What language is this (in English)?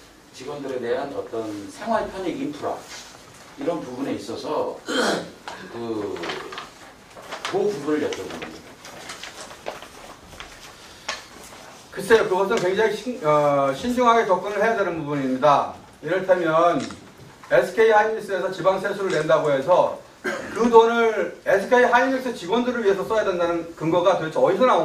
Korean